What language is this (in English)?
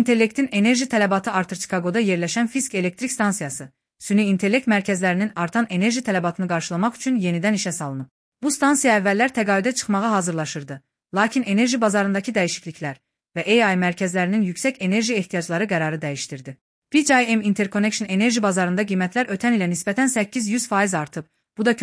Azerbaijani